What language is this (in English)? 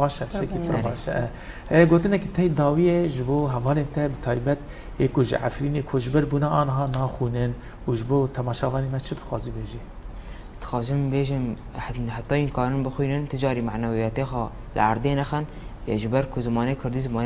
Kurdish